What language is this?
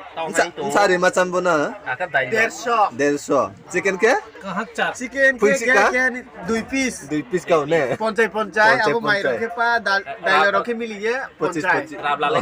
Riang (India)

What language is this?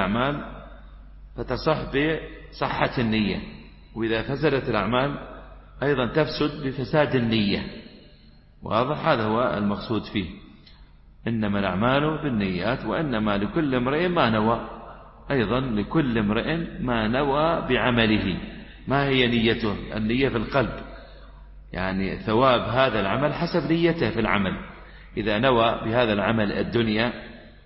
Arabic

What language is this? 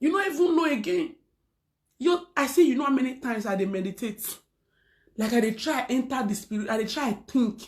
Nigerian Pidgin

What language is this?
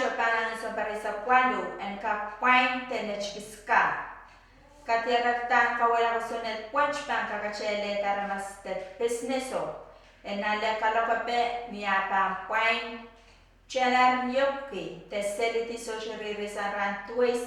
Pohnpeian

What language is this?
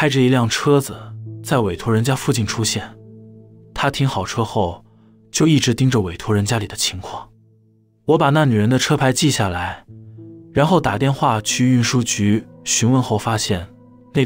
Chinese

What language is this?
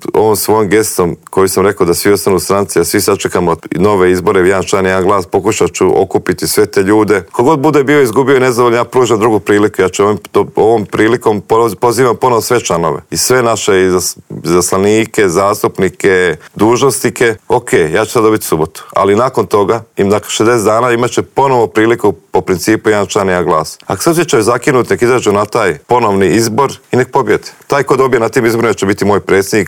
Croatian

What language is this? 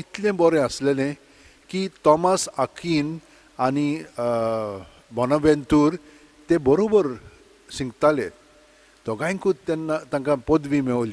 Konkani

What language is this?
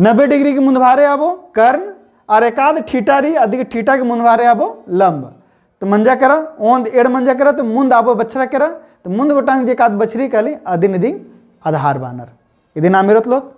Kurukh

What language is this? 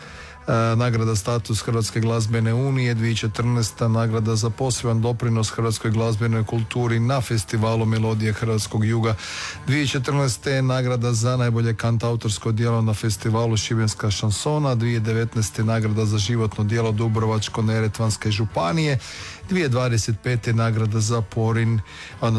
Croatian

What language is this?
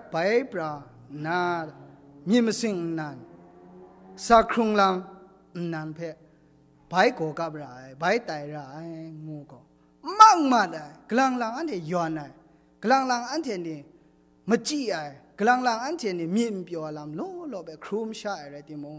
Kachin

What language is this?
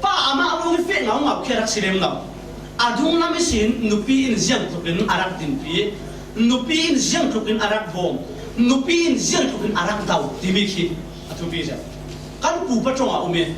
Falam Chin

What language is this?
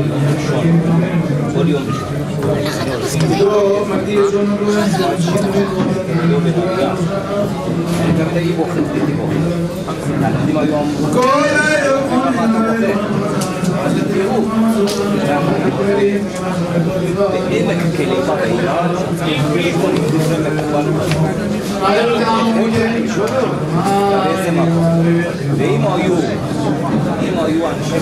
Hebrew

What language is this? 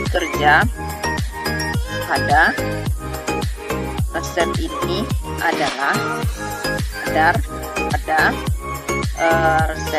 Indonesian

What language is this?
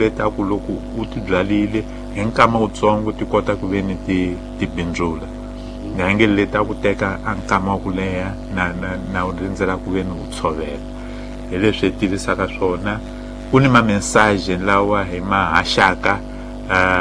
Tsonga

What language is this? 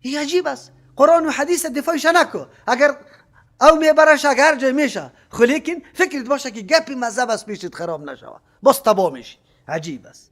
Persian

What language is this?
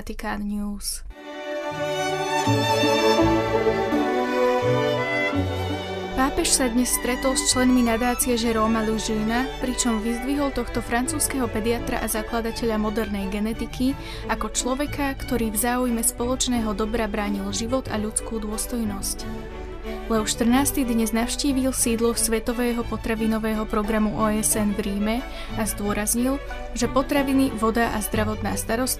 Slovak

